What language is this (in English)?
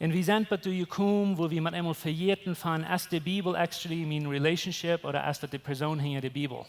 Plautdietsch